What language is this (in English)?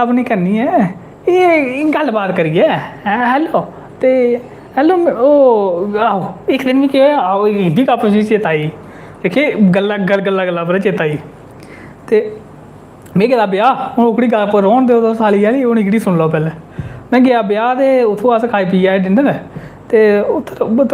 Dogri